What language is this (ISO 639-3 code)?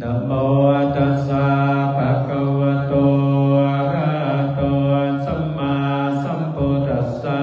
pli